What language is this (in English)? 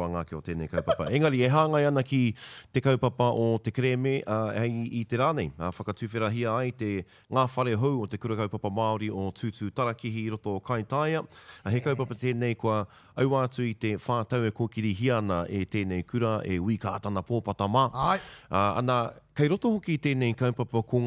Māori